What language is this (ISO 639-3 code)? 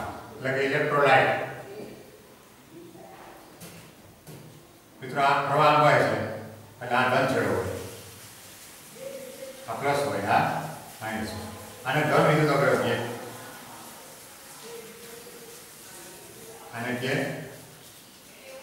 guj